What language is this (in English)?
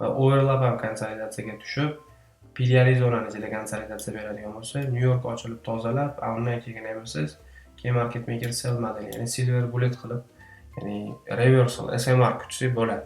Uzbek